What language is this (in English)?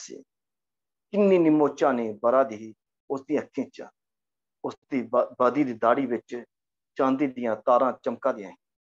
Dogri